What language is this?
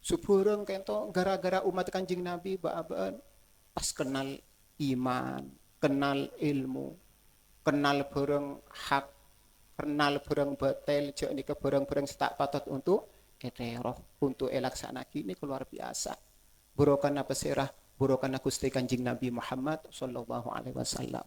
Madurese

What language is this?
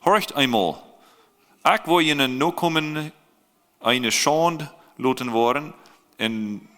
Plautdietsch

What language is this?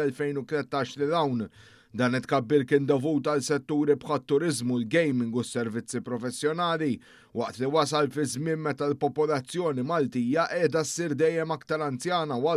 Maltese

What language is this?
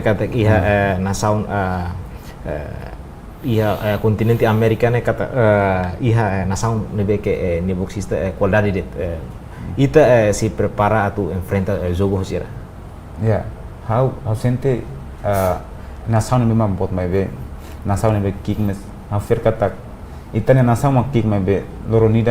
Tetum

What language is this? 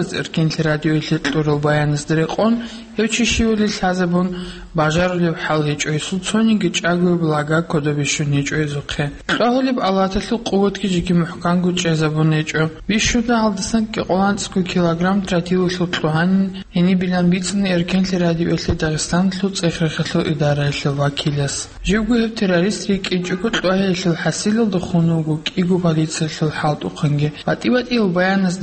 Avaric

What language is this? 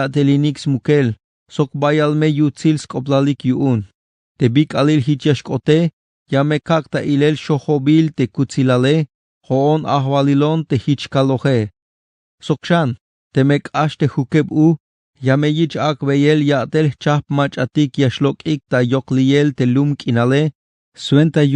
Tzeltal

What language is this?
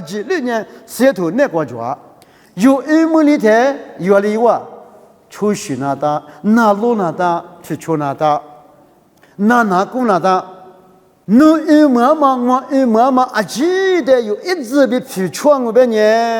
Lisu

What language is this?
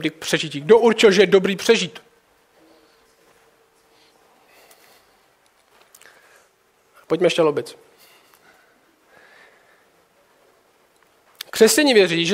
Czech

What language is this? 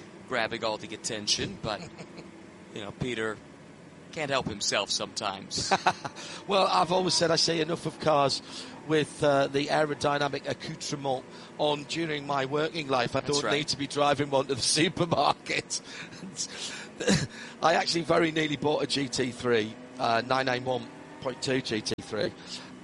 English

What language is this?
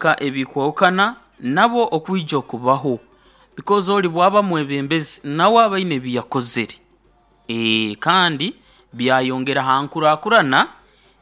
Nyoro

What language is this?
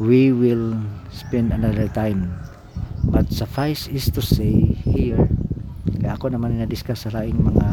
Cebuano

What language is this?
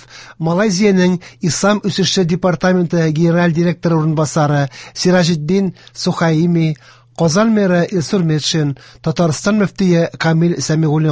Tatar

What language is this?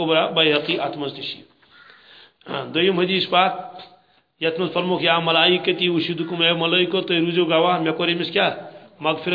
Kashmiri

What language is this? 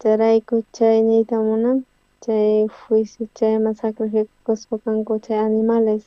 South Bolivian Quechua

